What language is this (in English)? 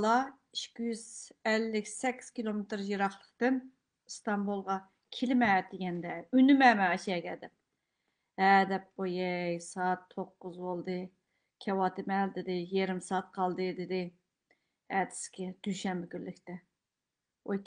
Uyghur